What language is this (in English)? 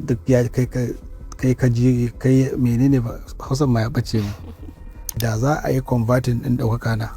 Hausa